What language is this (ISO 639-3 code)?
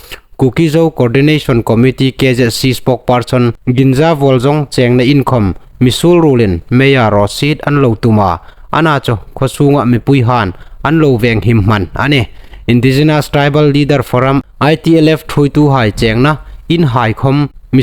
hmr